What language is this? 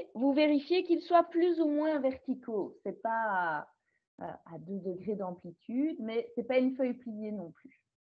French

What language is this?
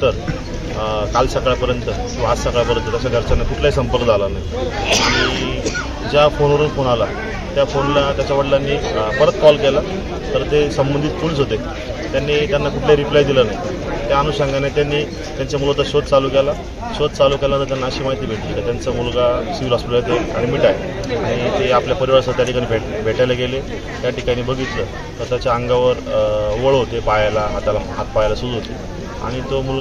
Marathi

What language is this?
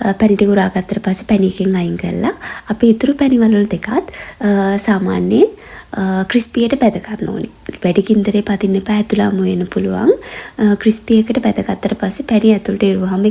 Sinhala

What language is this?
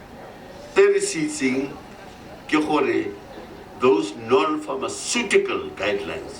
Tswana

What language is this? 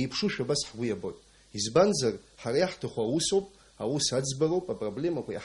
Abkhazian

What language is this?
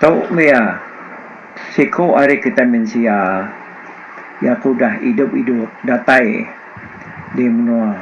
Iban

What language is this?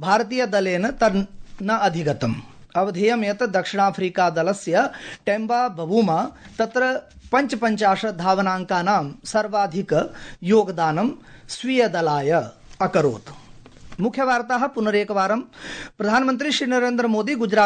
Sanskrit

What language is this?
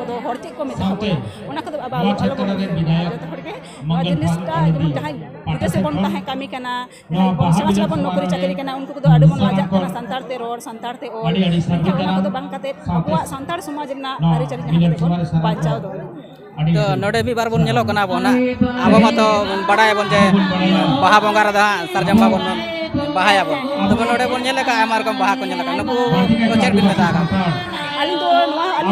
Santali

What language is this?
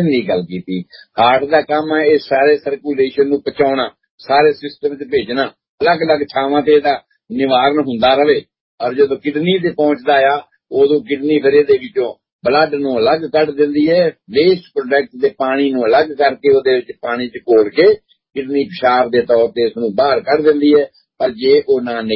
Punjabi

